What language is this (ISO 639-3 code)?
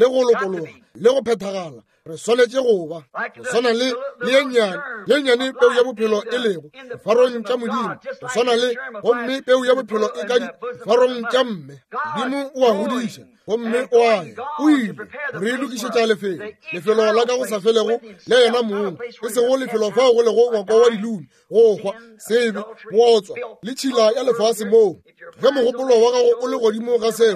nso